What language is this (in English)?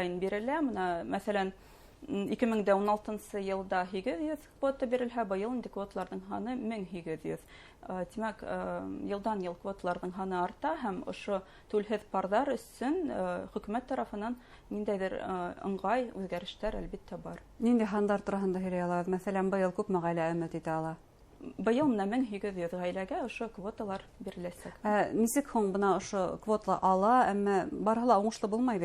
Bashkir